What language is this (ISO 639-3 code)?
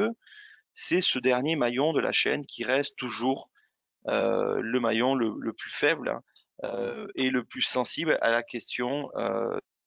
fra